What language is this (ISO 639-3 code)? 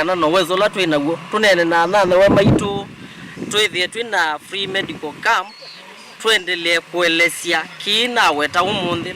kam